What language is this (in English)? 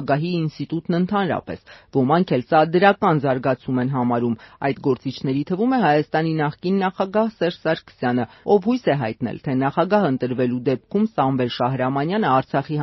Armenian